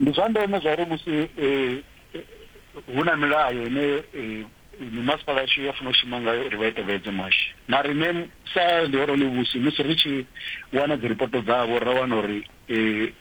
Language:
Venda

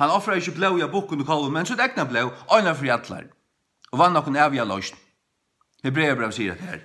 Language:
Faroese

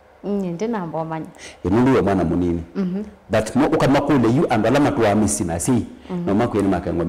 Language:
Kamba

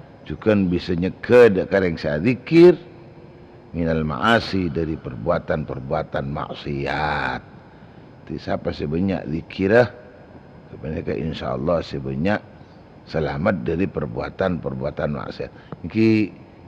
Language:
Madurese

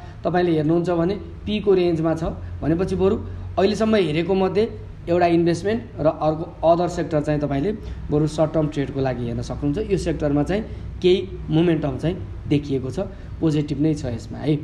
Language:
Nepali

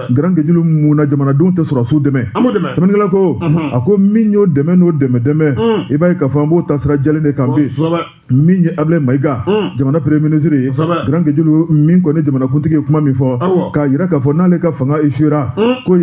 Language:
Bambara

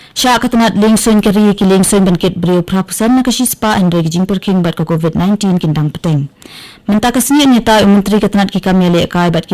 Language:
Khasi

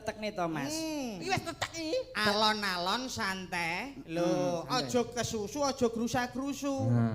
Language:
Javanese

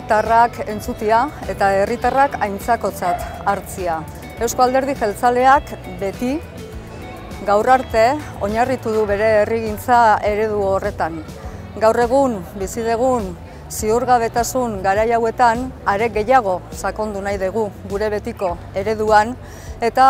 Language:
Basque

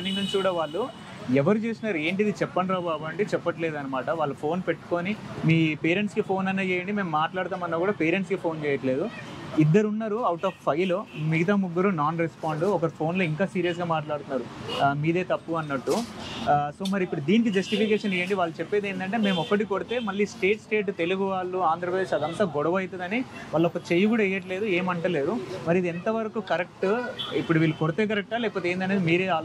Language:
Telugu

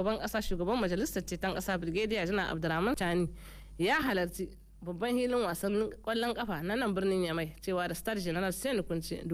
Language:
Hausa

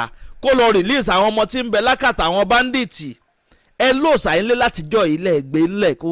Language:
Yoruba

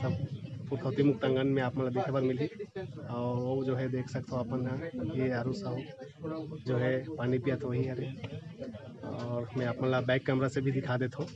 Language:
Chhattisgarhi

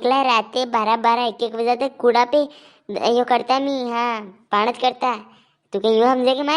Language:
Rajasthani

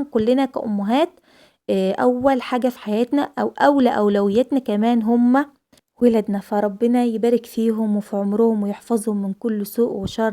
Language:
Egyptian Arabic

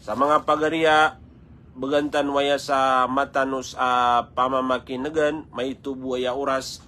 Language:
Maranao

